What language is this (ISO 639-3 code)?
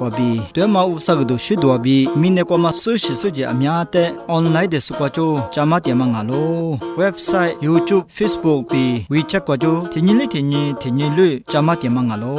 lis